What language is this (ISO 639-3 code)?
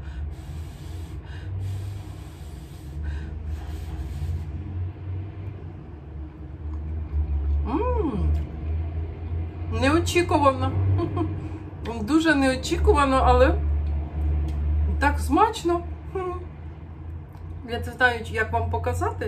ukr